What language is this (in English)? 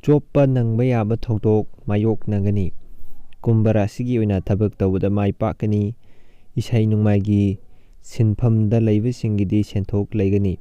Manipuri